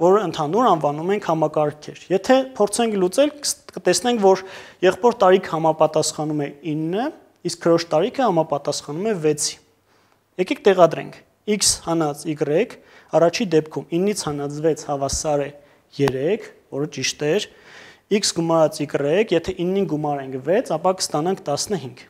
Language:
Armenian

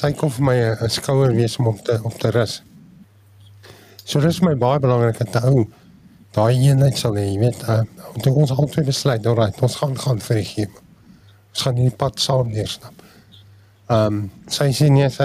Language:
Afrikaans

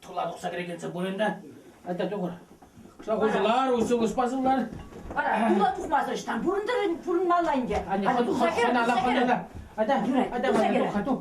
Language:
Chuvash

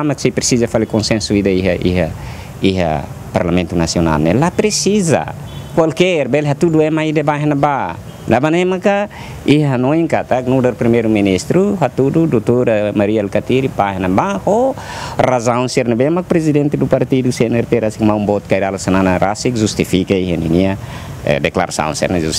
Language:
Tetum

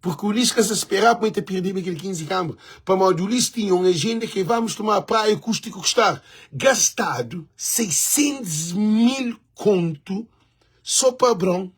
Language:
Kabuverdianu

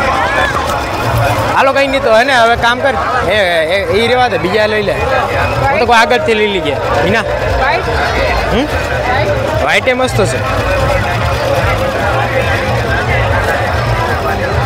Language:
Gujarati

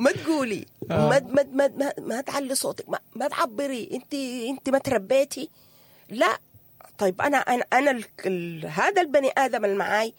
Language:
Sudanese Arabic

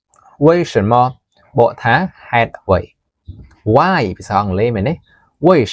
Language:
Khmer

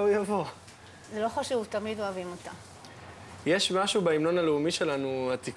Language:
Hebrew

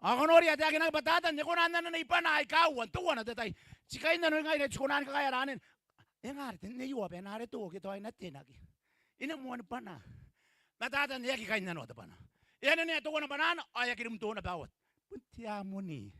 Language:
Gilbertese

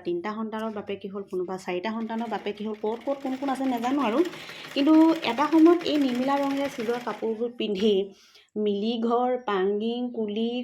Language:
Assamese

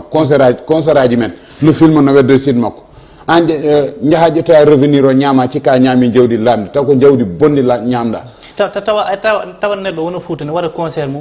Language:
Fula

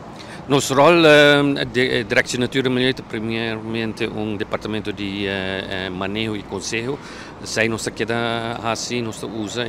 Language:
Papiamento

